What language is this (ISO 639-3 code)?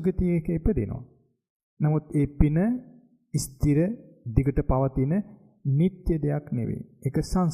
sin